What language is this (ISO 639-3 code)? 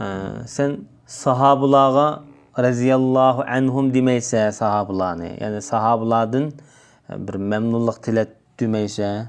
uig